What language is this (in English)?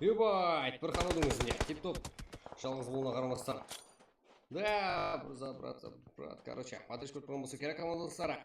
Kara-Kalpak